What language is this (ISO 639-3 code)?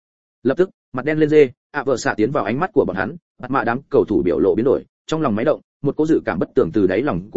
vie